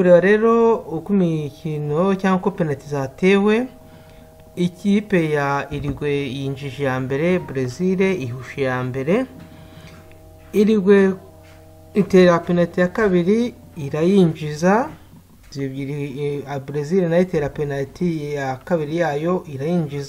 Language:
Kinyarwanda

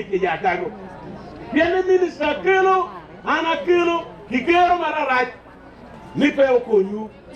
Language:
Acoli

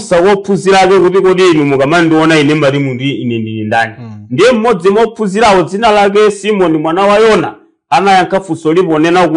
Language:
Nyanja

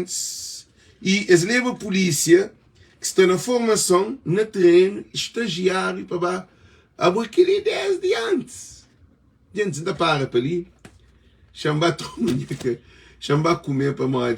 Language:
Kabuverdianu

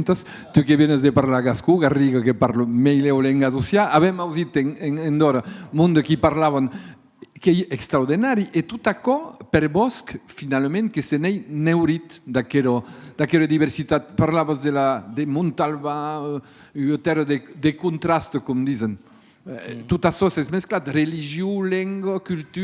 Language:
Occitan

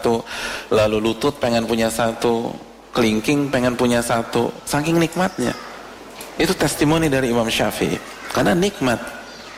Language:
Indonesian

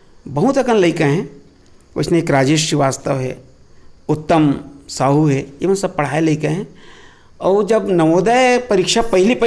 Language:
Chhattisgarhi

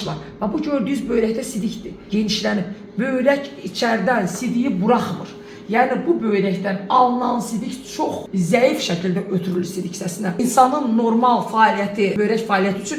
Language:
Azerbaijani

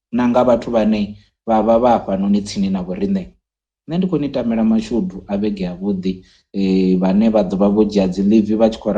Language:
Venda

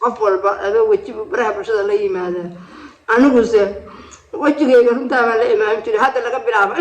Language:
Somali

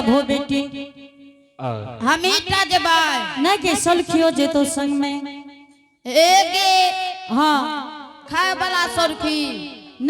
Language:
Angika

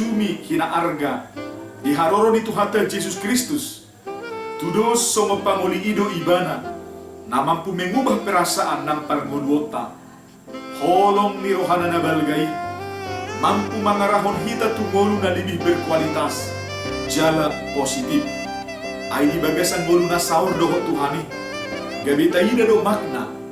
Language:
Batak Toba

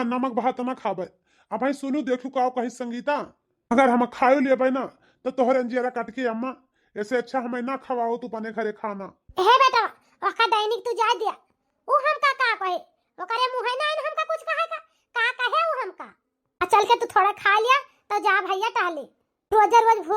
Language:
Awadhi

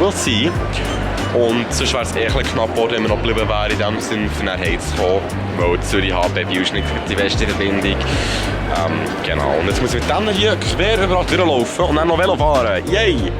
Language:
Swiss German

